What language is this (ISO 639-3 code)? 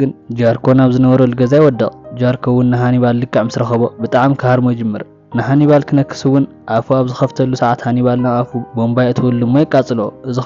tir